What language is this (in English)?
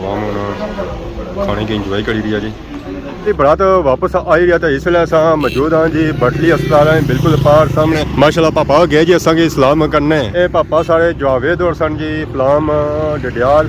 Pahari-Potwari